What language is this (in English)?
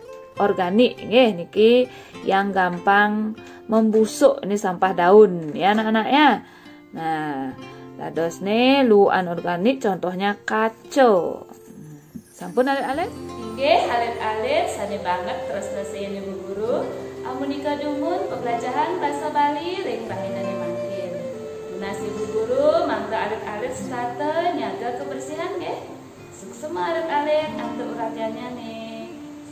Balinese